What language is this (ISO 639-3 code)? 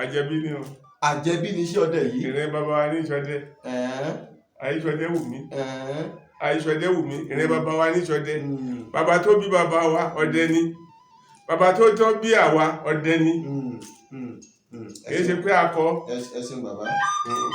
yor